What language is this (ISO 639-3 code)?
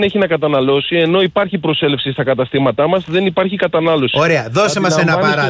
ell